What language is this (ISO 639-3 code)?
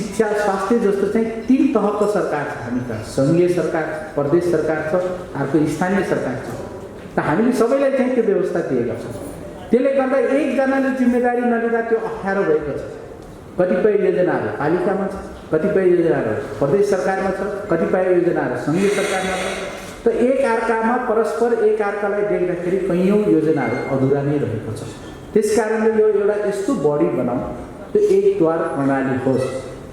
nep